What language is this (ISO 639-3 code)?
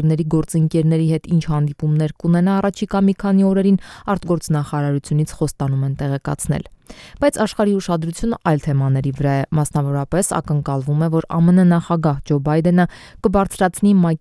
hye